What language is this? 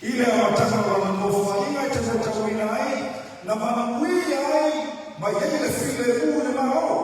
Samoan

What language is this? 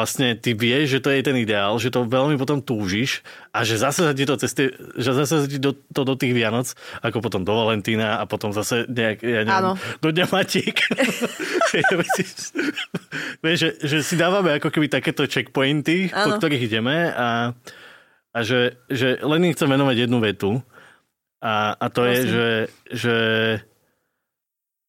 Slovak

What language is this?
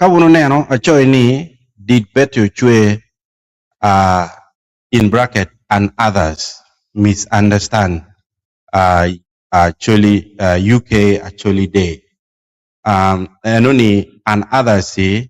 Acoli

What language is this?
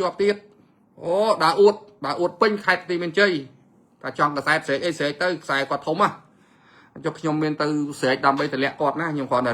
Khmer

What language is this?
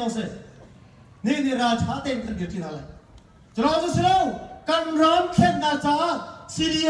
Hakha Chin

